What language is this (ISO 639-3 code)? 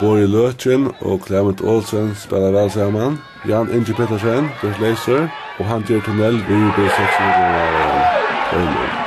fao